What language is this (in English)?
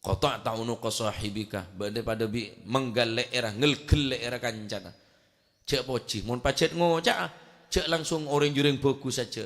Madurese